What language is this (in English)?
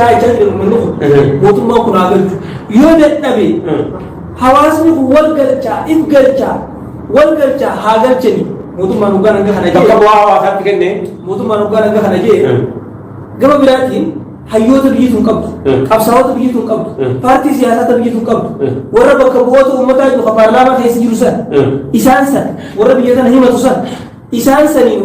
Oromo